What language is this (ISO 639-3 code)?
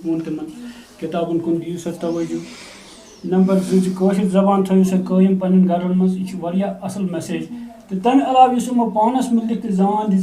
kas